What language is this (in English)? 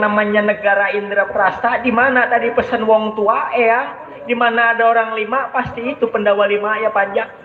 Betawi